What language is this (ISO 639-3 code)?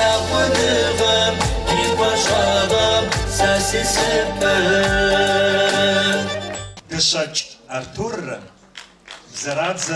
kbd